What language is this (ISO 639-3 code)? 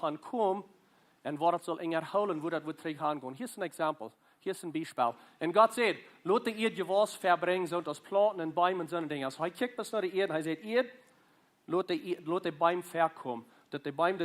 pdt